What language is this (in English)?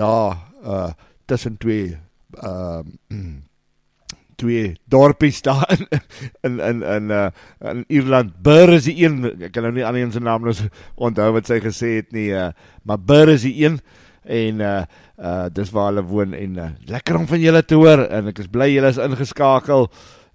Afrikaans